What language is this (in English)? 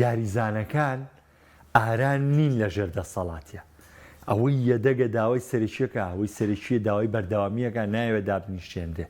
Central Kurdish